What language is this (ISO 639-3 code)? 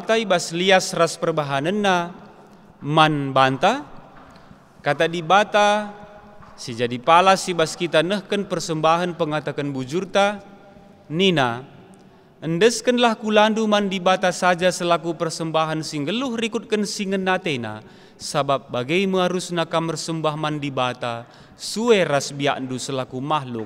btx